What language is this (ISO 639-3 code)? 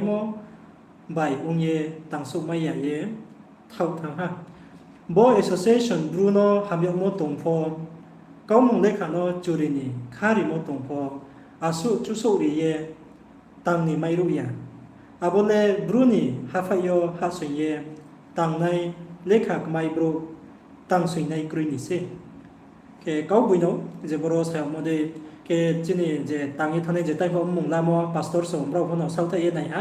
ria